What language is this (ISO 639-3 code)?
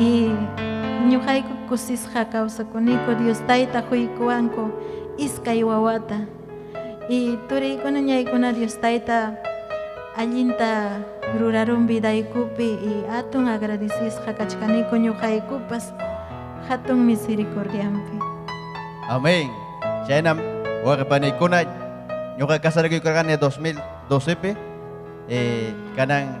quy